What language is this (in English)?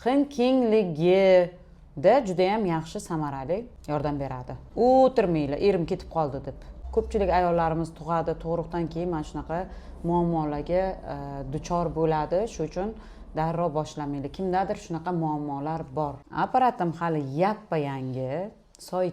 Uzbek